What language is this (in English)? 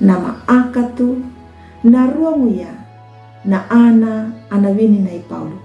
Anakalangu